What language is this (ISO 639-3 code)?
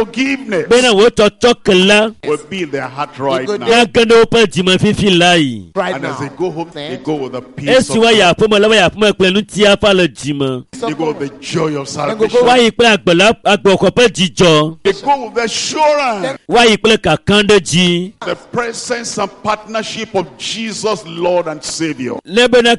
ewe